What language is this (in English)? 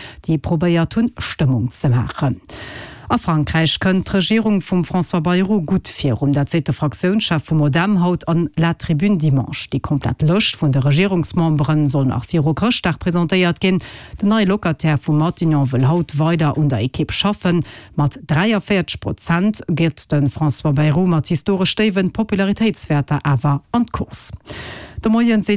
Luxembourgish